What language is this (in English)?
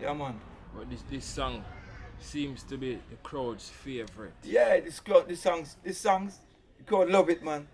Jamaican Creole English